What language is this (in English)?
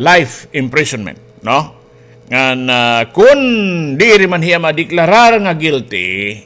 Waray